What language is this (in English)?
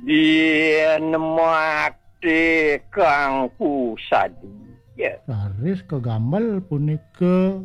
Balinese